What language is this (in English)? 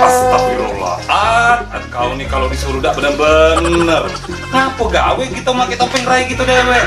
Musi